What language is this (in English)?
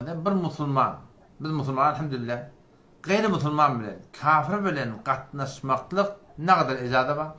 Turkmen